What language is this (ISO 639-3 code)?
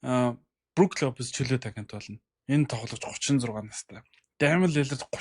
mon